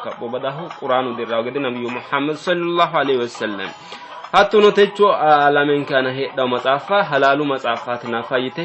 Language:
Sidamo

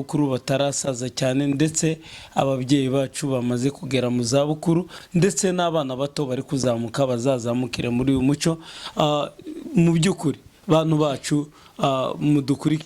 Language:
Kinyarwanda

